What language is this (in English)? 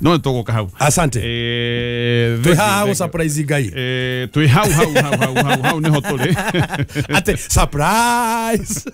Kikuyu